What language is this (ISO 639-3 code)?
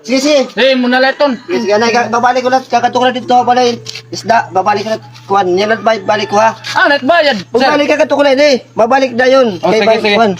war